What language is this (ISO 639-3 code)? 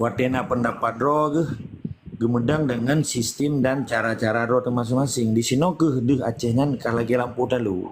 ace